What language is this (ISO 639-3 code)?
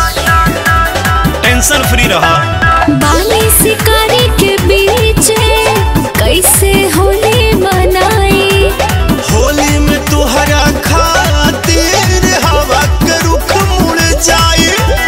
bho